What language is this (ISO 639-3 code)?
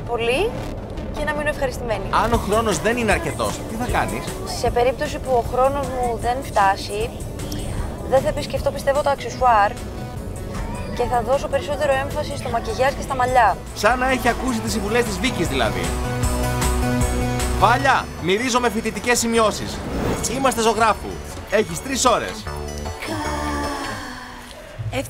ell